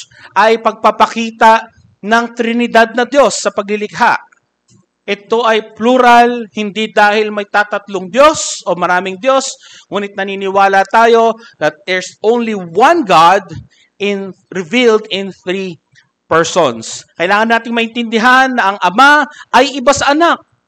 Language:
Filipino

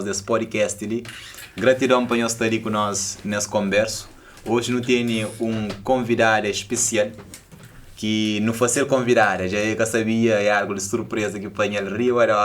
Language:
Kabuverdianu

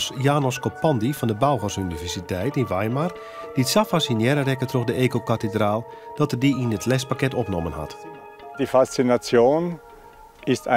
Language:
Western Frisian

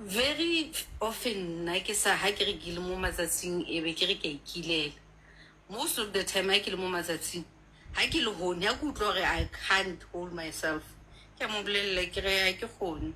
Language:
Southern Sotho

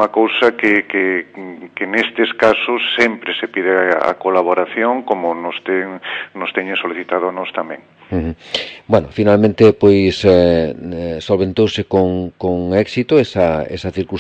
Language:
Galician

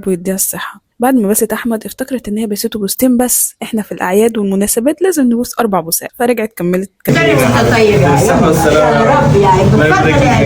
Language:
Egyptian Arabic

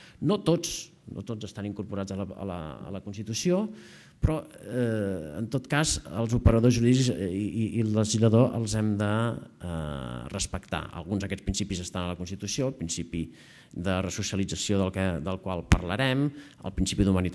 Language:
Catalan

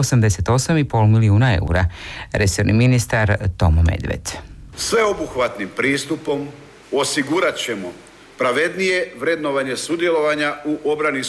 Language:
Croatian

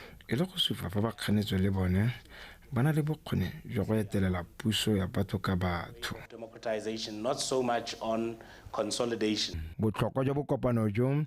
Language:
Tswana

